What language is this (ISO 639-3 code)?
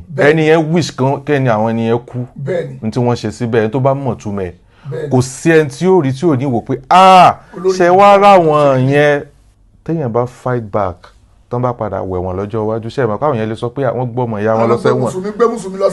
yor